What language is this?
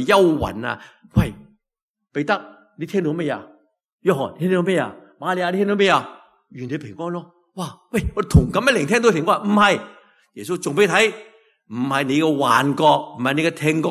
Cantonese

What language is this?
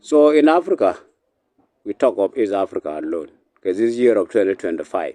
Nuer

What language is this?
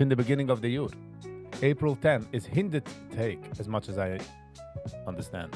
Yiddish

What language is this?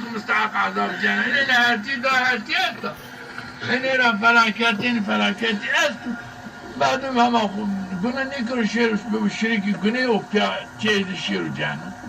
Zaza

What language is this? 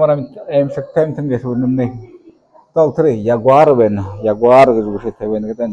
Buriat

